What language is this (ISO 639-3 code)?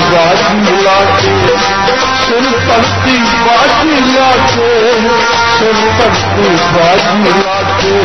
pan